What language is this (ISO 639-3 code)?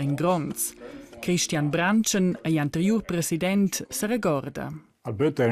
roh